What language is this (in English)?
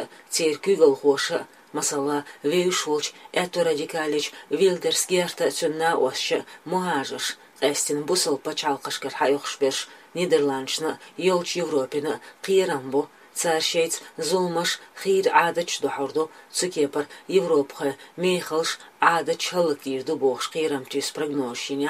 Chechen